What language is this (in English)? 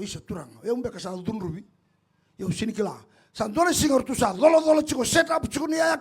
Fijian